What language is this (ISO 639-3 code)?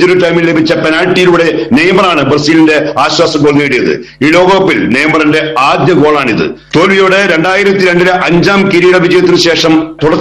mal